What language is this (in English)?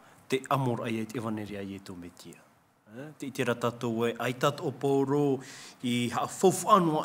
Tahitian